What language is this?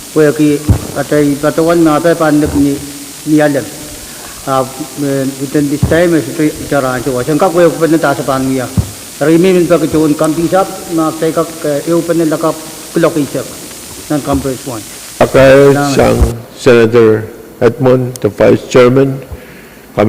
Pohnpeian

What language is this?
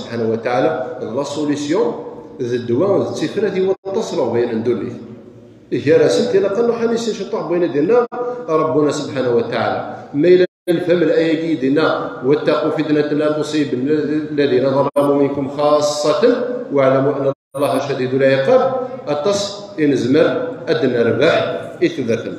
Kabyle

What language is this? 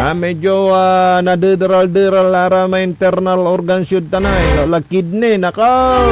Pangasinan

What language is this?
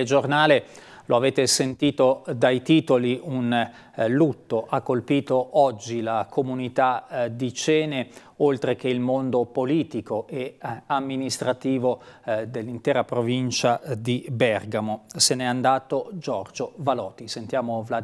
Italian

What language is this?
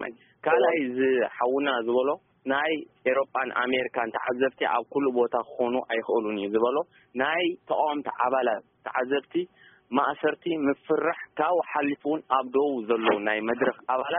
Tigrinya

